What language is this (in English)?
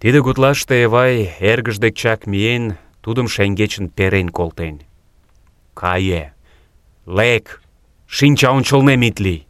Mari